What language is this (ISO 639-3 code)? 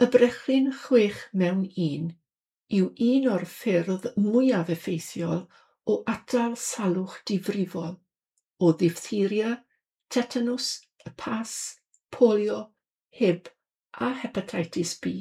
cym